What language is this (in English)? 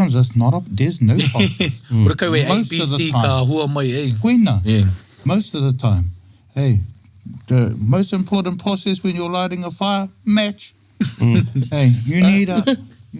Māori